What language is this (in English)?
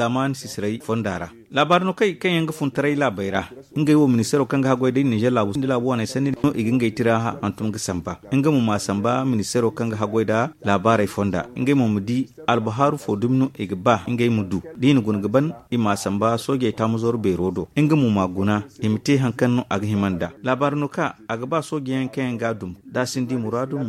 Zarma